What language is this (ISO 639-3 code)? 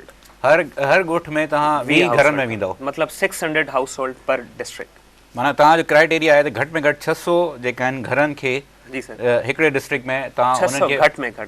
snd